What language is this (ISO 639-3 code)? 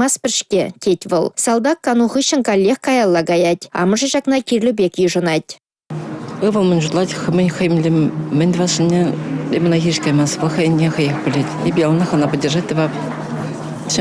chv